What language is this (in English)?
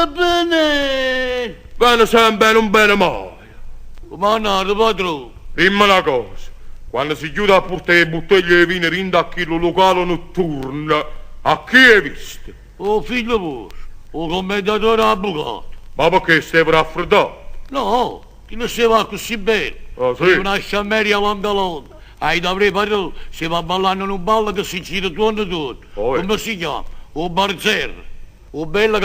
Neapolitan